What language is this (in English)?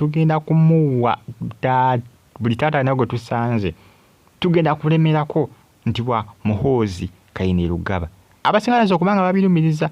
Ganda